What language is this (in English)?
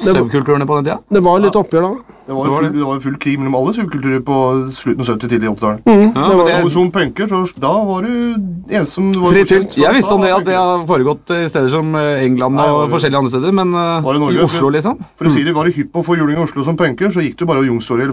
Norwegian